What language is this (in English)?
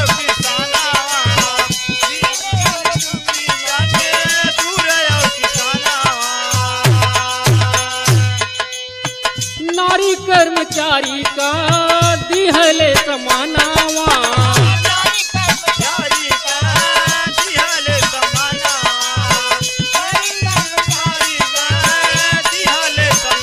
Bhojpuri